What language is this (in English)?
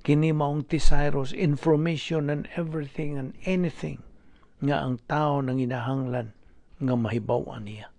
Cebuano